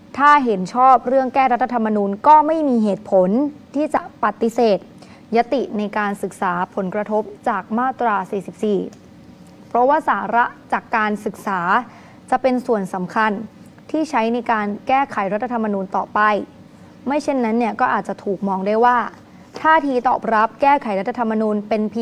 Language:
Thai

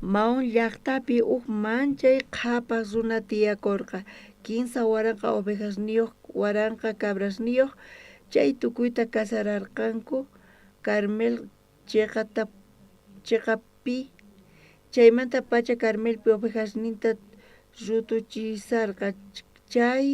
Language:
South Bolivian Quechua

